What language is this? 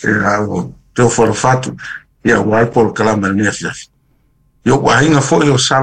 Samoan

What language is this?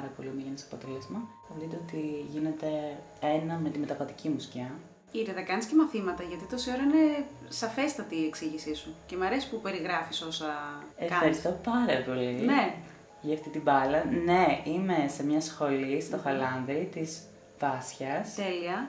Greek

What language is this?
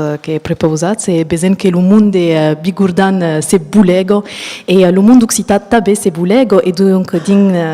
Occitan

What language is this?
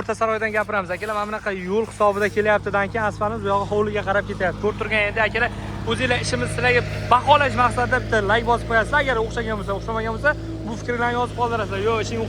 Uzbek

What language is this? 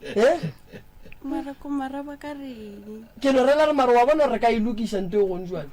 Northern Sotho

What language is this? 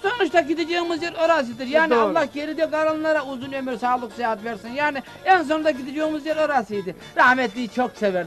Turkish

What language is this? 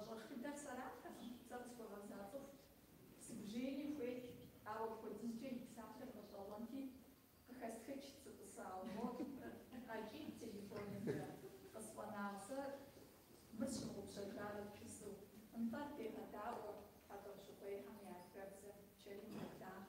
Kabardian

